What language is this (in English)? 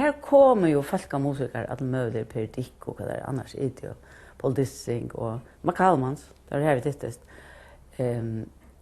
Faroese